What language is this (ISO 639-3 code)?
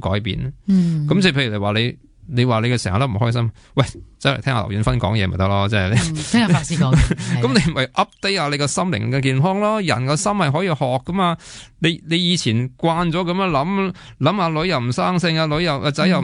yue